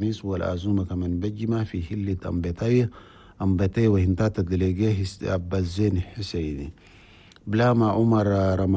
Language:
Chadian Arabic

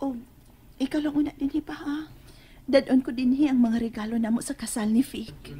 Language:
Cebuano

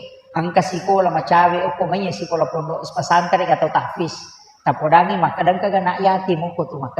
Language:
Buginese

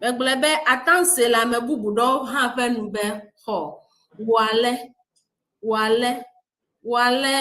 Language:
Ewe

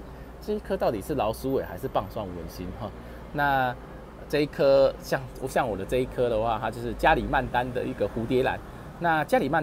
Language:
Chinese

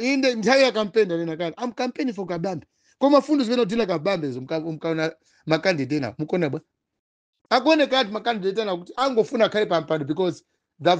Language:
Nyanja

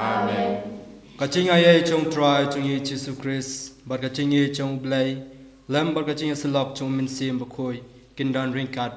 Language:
Khasi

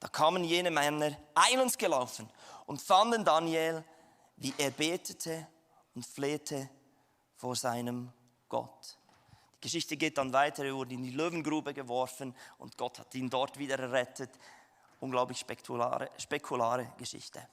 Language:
Swiss German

